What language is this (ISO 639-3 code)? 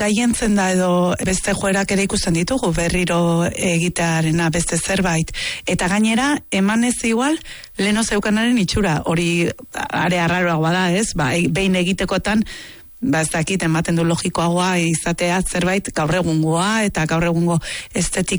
eus